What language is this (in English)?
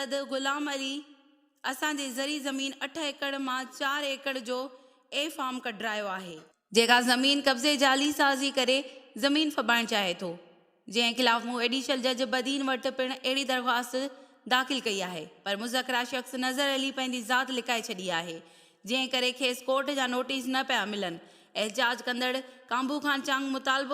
Sindhi